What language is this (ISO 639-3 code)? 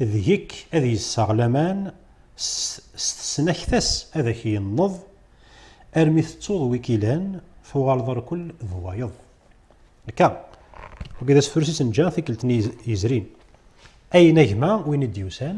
kab